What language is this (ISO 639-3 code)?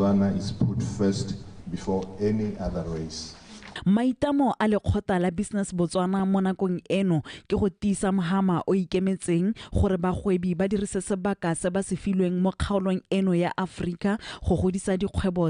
tsn